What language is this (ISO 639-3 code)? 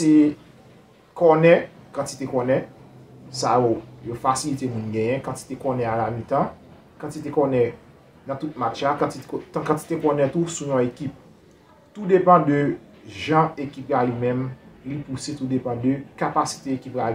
hat